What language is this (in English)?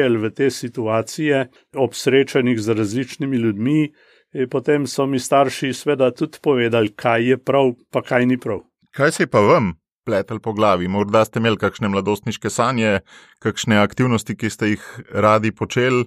Slovenian